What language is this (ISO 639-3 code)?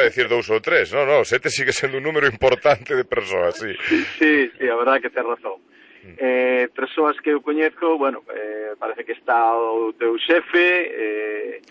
glg